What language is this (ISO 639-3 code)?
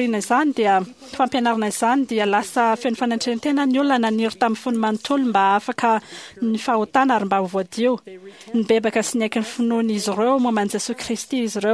mlg